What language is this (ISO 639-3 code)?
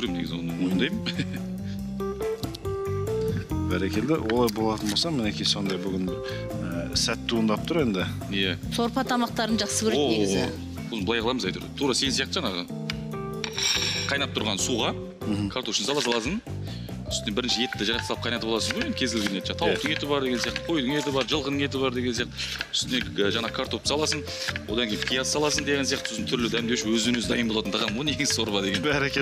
kaz